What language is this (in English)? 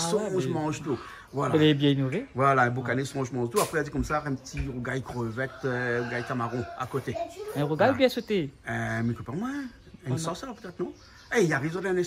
Réunion Creole French